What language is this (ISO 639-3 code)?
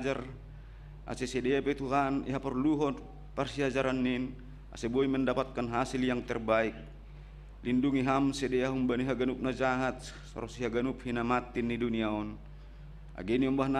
bts